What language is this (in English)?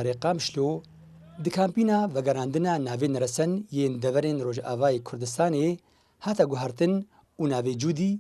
Kurdish